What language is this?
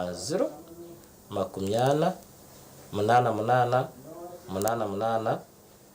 Nyankole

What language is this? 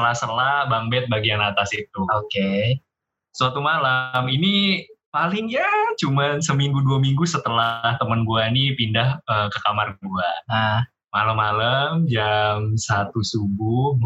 Indonesian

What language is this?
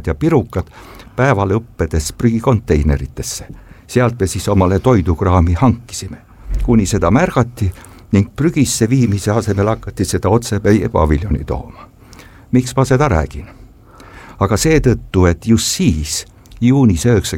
Estonian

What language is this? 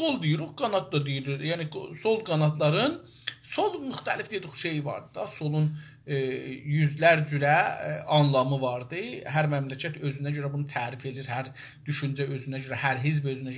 South Azerbaijani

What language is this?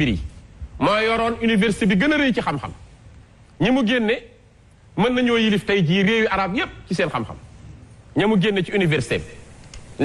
Wolof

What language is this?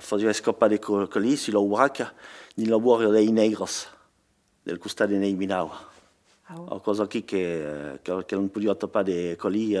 Occitan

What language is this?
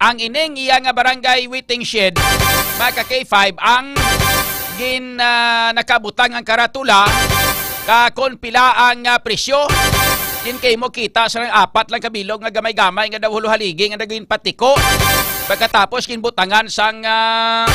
Hiligaynon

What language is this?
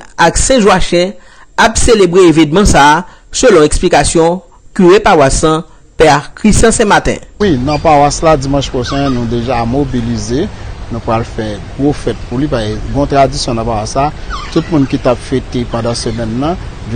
Haitian Creole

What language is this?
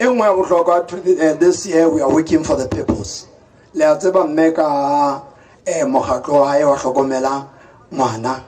Southern Sotho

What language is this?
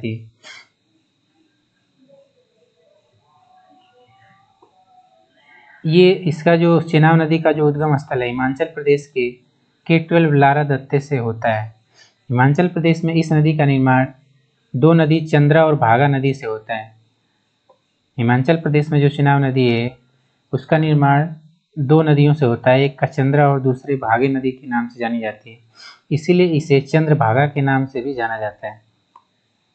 Hindi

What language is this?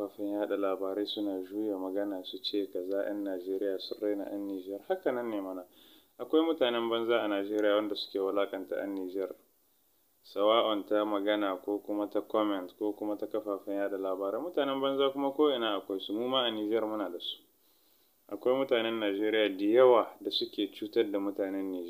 Hausa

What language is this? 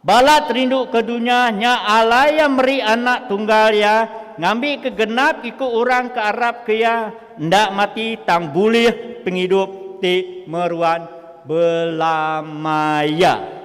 Iban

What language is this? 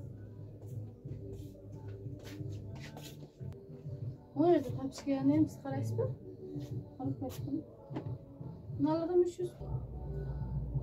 Kyrgyz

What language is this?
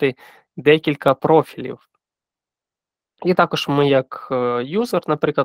Ukrainian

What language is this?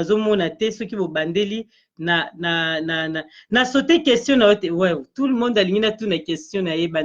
Lingala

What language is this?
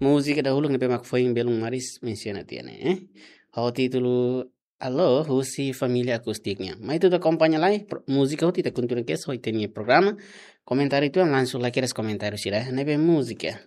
Tetum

